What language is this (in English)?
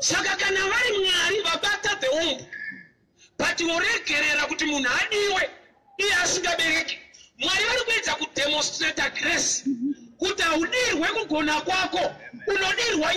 Shona